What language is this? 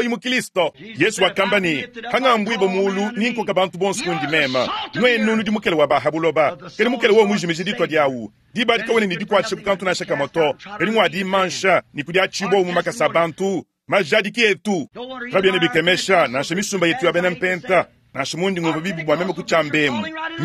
Luba-Lulua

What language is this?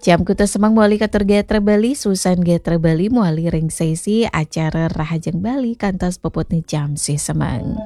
Balinese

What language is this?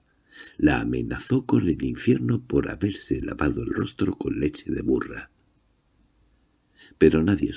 Spanish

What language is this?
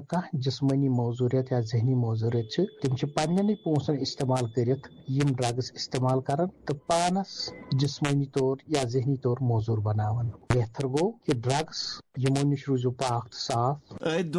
Kashmiri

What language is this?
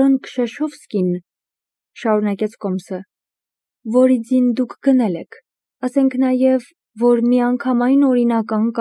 Armenian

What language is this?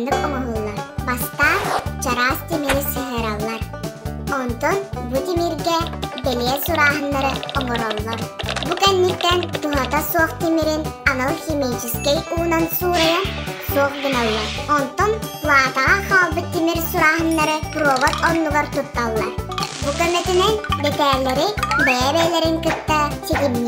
Yakut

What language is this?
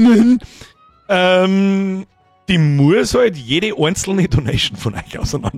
Bavarian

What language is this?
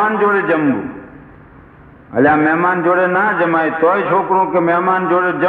Gujarati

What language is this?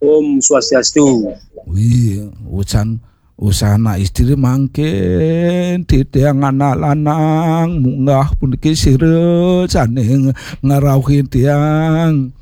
Balinese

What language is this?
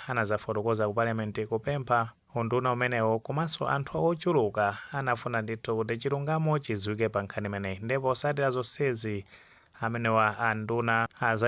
Nyanja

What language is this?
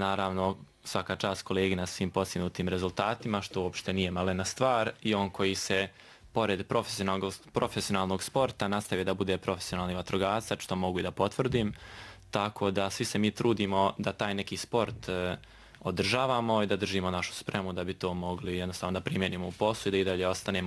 Bosnian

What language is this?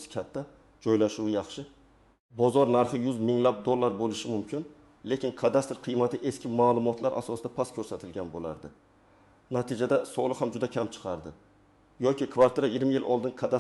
Uzbek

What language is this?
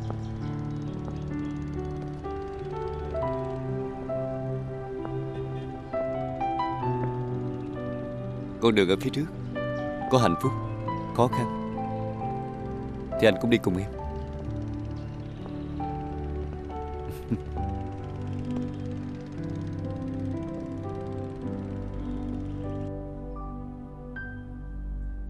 Vietnamese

